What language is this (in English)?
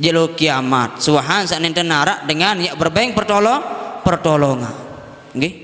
Sasak